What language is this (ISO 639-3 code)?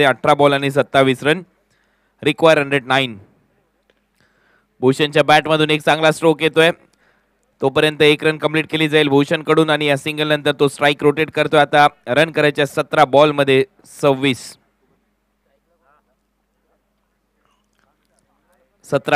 mar